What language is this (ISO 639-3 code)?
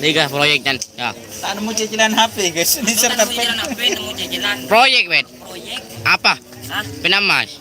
mad